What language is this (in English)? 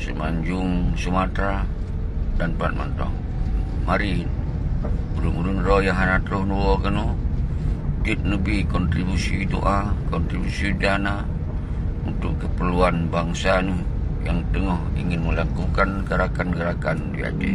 Achinese